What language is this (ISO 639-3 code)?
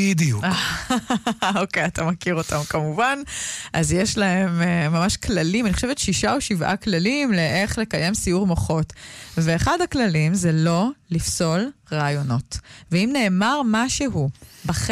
heb